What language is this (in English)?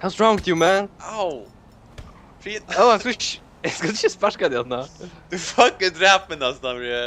Faroese